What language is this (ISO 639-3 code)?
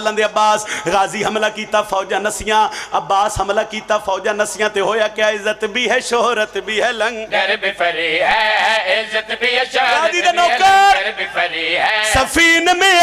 phr